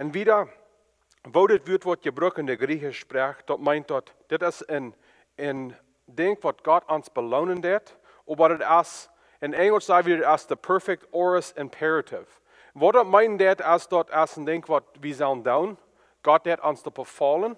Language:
Plautdietsch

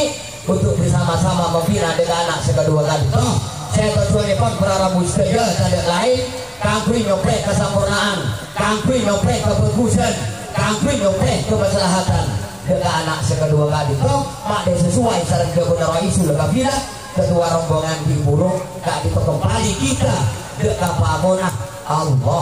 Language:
Madurese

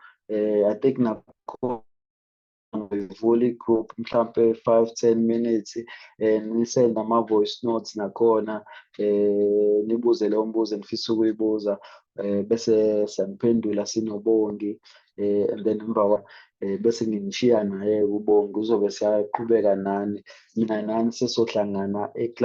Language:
Zulu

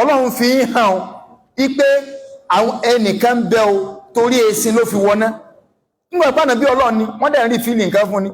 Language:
Yoruba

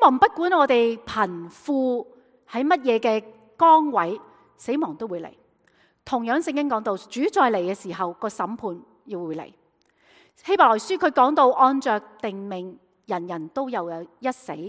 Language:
Cantonese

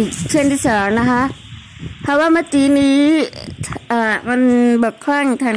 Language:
Thai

